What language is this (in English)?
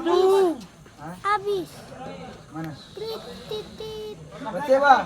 Ambonese Malay